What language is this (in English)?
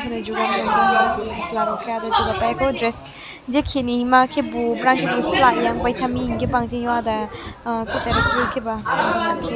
Riang (India)